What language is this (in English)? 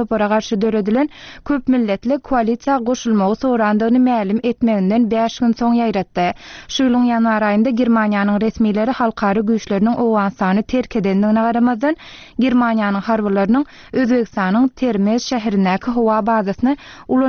Turkmen